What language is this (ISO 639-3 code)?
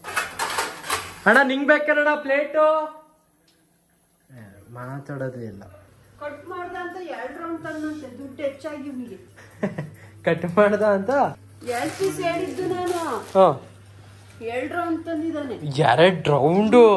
kan